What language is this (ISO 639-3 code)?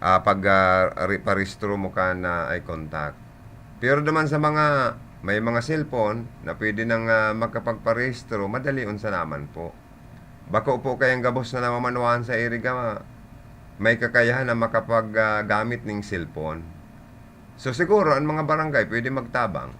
bik